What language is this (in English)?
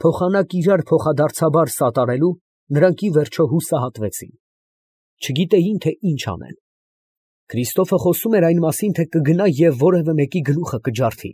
Armenian